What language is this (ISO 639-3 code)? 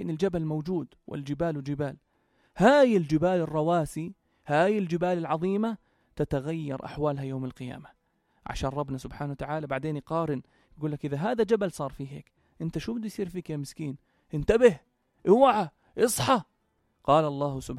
apc